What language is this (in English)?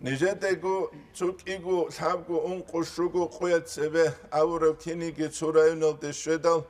Avaric